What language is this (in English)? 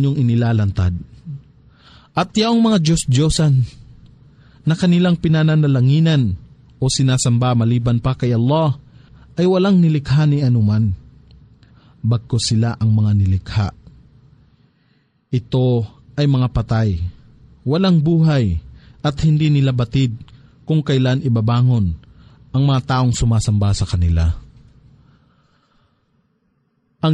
Filipino